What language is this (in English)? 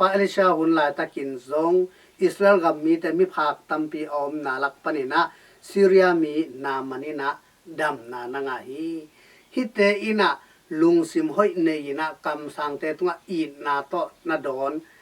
Tedim Chin